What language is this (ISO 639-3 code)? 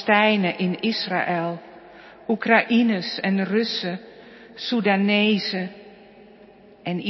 nld